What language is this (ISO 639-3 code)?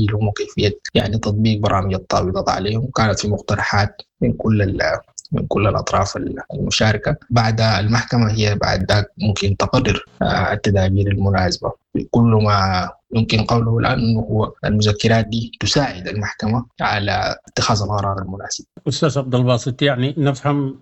apd